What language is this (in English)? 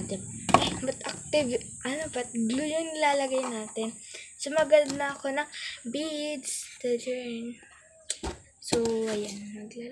Filipino